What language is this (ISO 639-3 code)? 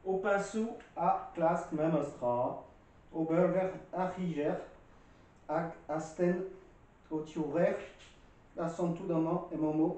bre